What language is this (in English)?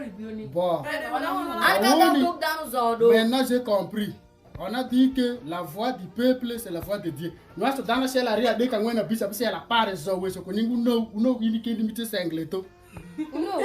Alur